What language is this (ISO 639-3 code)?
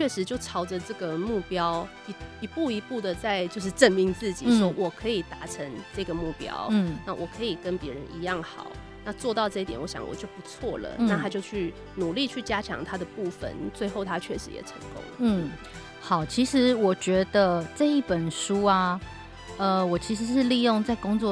zho